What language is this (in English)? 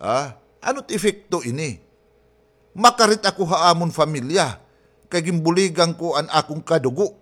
Waray